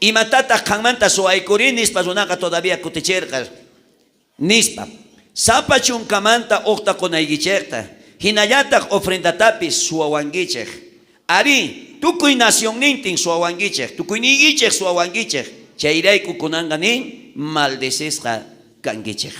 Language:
South Bolivian Quechua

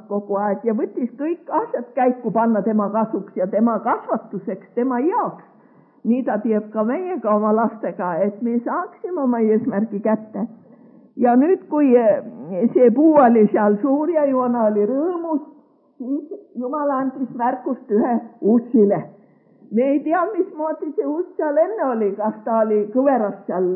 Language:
Estonian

